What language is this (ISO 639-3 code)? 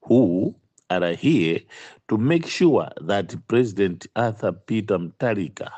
nya